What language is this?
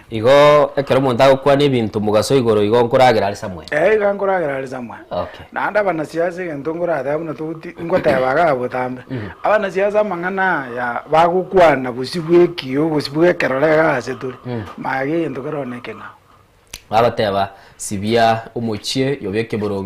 Gusii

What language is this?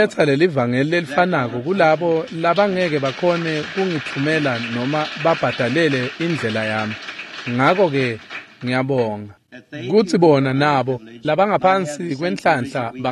Swati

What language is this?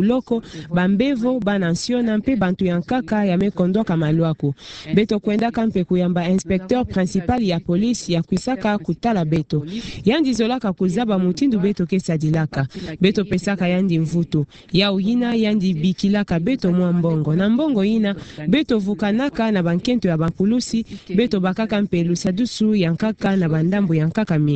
Kituba (Democratic Republic of Congo)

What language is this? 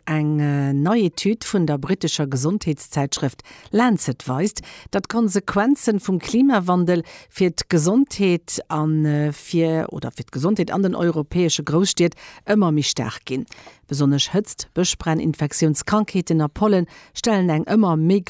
Luxembourgish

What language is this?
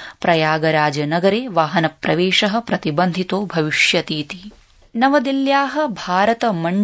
Sanskrit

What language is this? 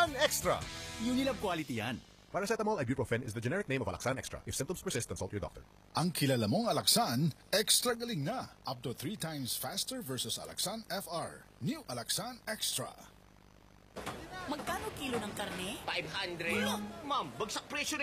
Filipino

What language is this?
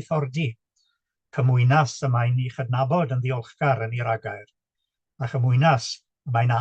Welsh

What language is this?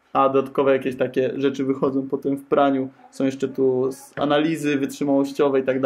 Polish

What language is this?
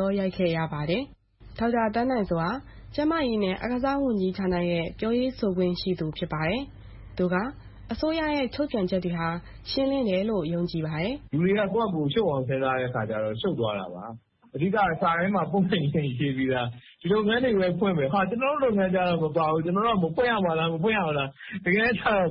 Burmese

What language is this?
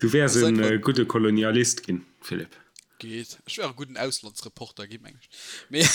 Luxembourgish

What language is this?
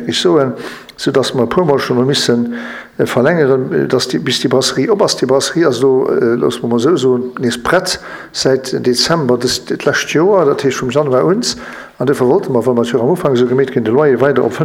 Luxembourgish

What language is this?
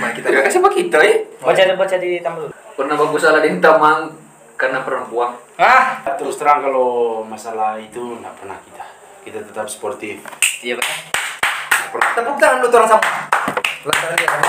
Manado Malay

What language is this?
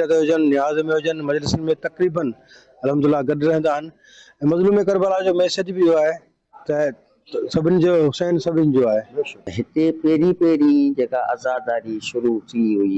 Sindhi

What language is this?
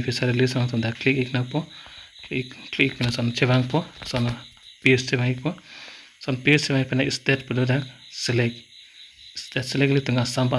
Karbi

